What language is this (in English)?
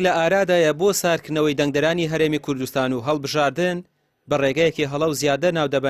Central Kurdish